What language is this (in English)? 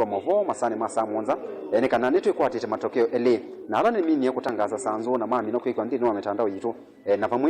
Kamba